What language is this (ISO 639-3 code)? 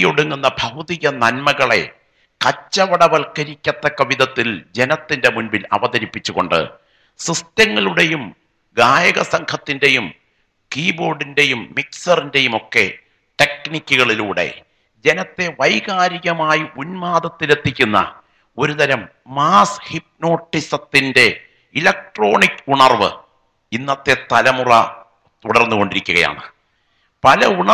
mal